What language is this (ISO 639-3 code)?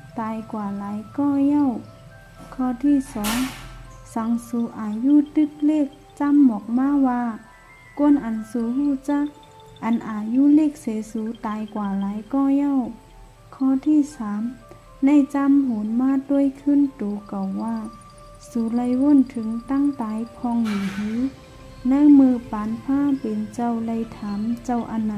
shn